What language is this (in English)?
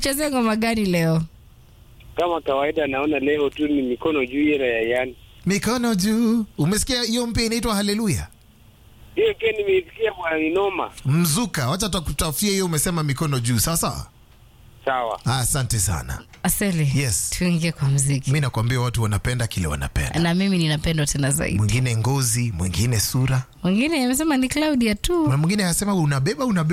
Swahili